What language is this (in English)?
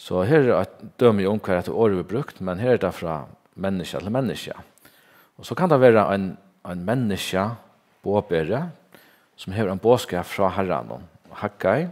Faroese